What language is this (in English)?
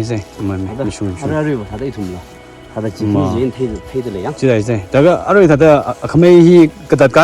Tangkhul Naga (India)